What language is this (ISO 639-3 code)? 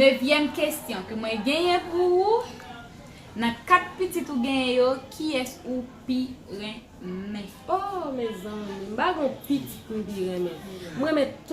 hat